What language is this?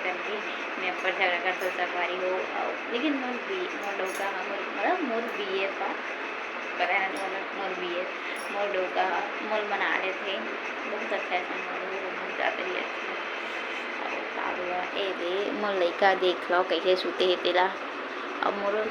Chhattisgarhi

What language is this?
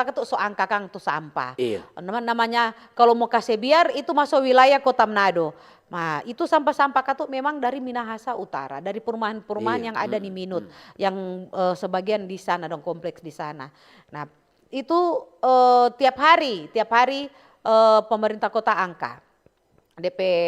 Manado Malay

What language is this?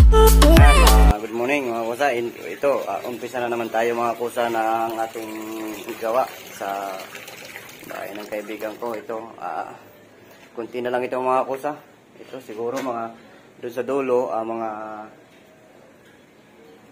Filipino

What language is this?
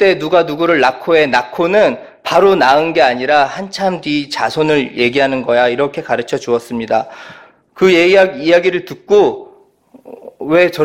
Korean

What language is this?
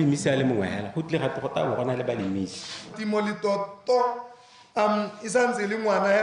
Tswana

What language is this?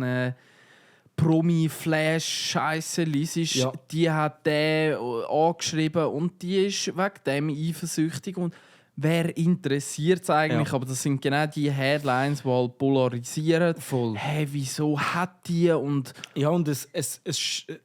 Swiss German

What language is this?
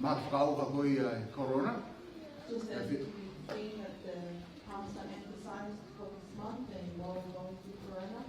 Tongan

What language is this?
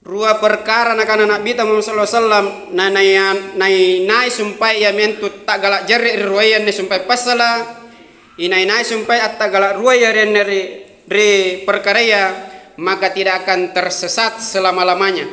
Makasar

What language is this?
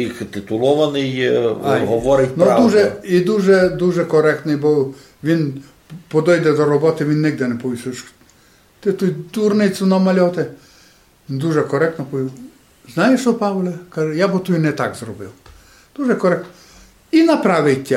Rusyn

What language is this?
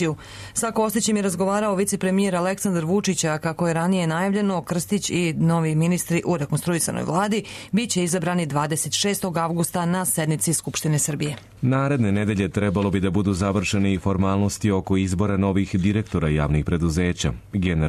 Serbian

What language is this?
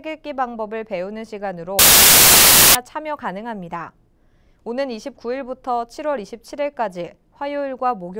Korean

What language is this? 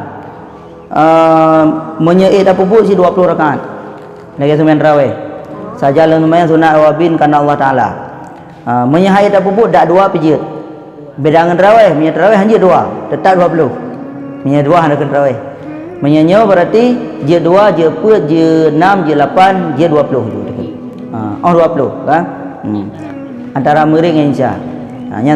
Achinese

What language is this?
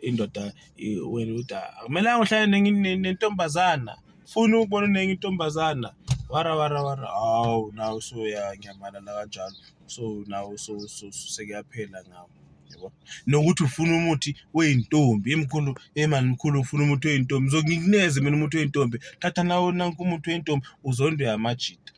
Zulu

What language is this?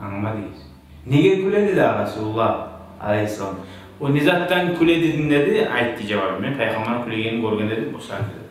Kumyk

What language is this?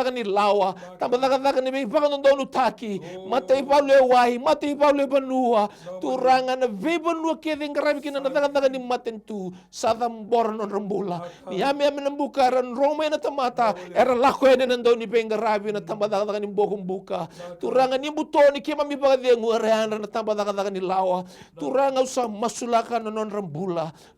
Fijian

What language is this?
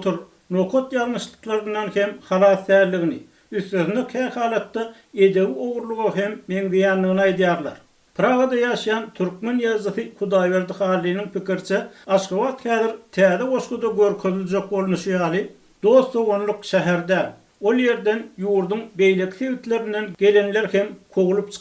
Turkmen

